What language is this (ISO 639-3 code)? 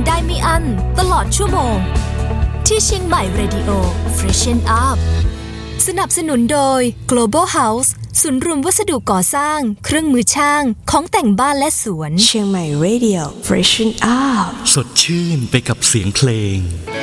tha